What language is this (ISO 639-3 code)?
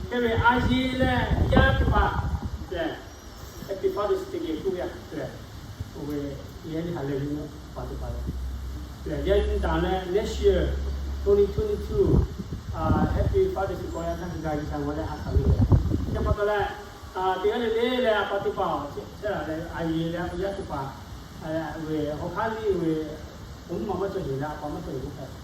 lhu